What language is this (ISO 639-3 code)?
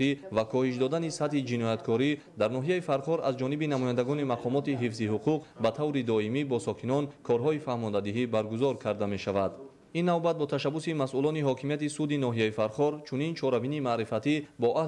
tgk